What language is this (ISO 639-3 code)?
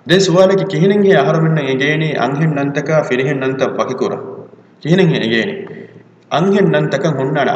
div